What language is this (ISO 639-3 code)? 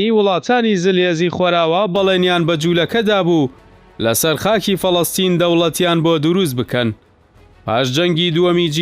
ckb